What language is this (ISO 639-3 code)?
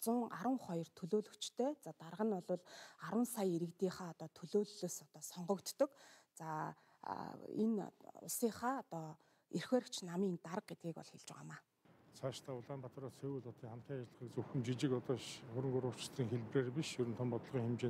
mon